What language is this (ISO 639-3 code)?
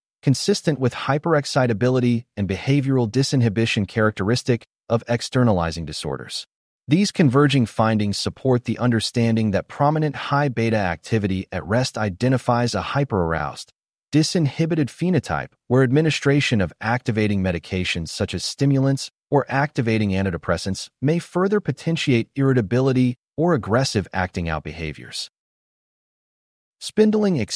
eng